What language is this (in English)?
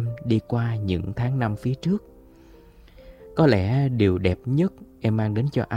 Vietnamese